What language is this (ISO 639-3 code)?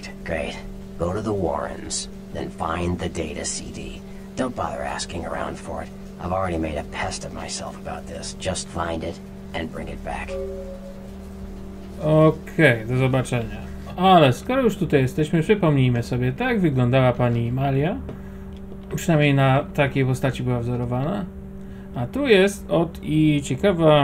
pol